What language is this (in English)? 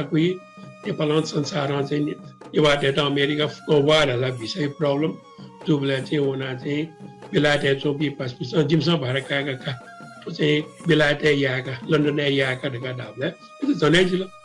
Newari